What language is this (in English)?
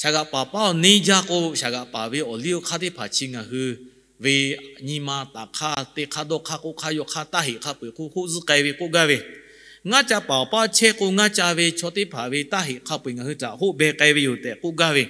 Lahu